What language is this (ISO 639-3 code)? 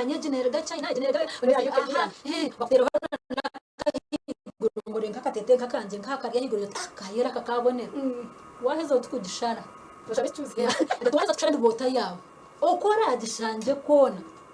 nyn